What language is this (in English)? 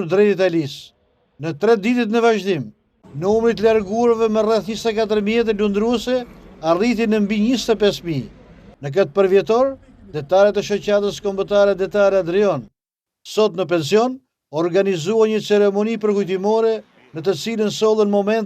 Albanian